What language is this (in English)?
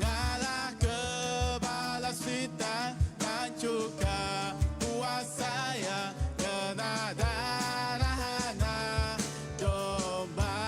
Iban